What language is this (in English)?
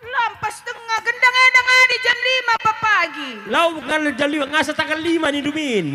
Batak Karo